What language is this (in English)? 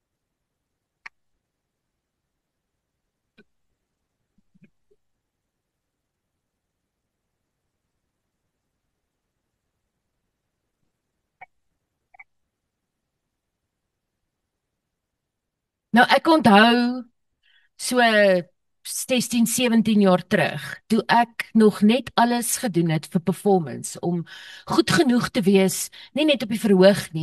Afrikaans